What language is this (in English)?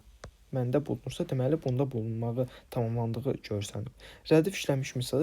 Azerbaijani